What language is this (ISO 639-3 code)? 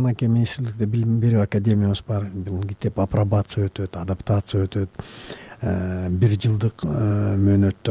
kir